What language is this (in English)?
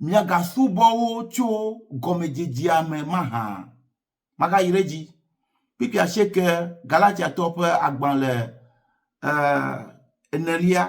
Ewe